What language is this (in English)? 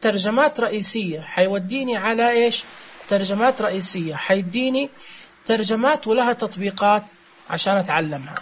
Najdi Arabic